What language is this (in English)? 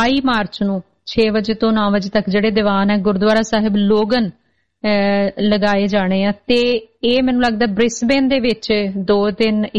Punjabi